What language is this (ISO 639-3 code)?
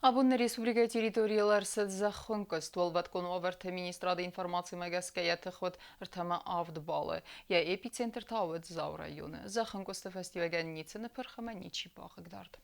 oss